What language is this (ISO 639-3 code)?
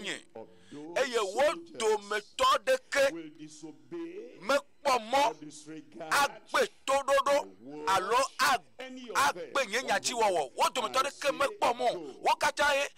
ewe